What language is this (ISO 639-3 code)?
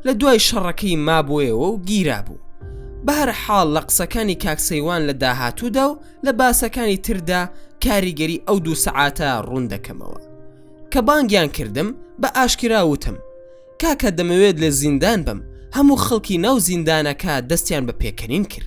ckb